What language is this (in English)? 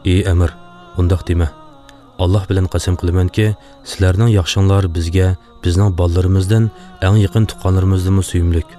Uyghur